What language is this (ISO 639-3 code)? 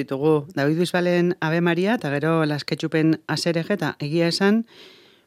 eus